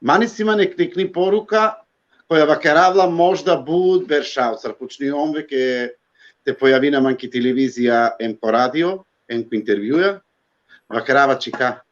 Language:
Balkan Romani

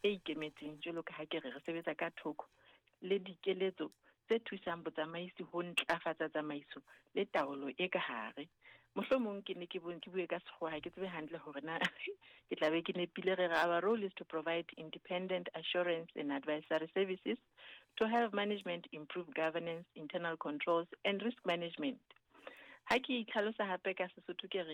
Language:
Southern Sotho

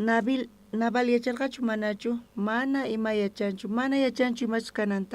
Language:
South Bolivian Quechua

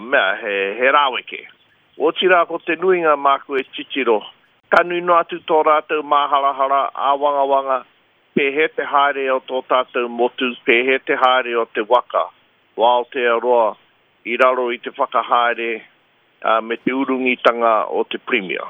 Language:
Māori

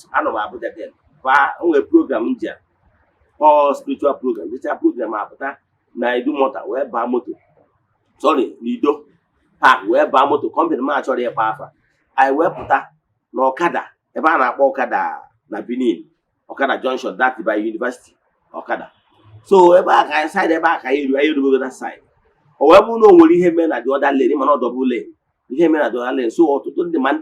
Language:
Igbo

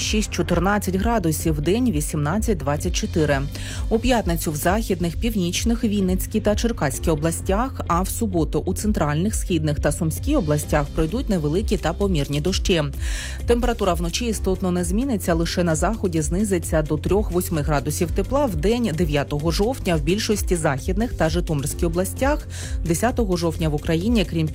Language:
Ukrainian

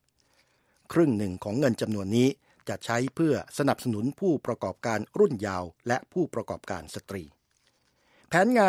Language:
Thai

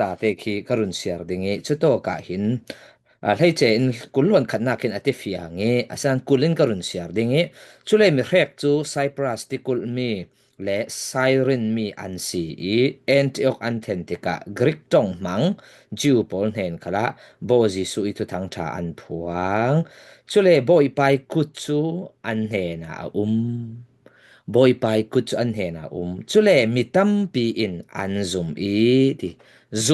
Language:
Falam Chin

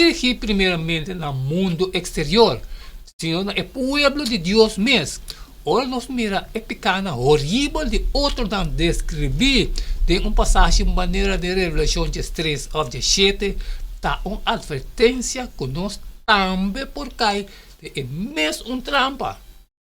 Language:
Papiamento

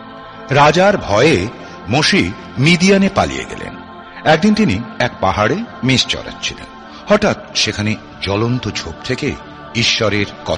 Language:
Bangla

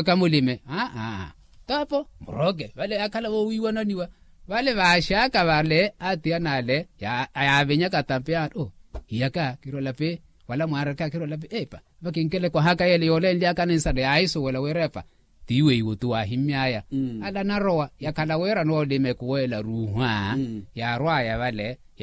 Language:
Makhuwa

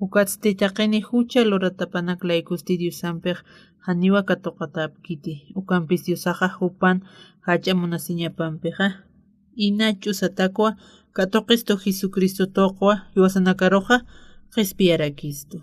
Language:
Aymara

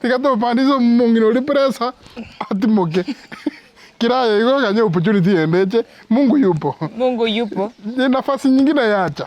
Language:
Gusii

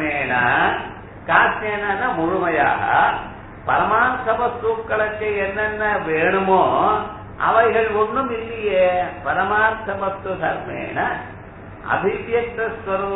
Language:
Tamil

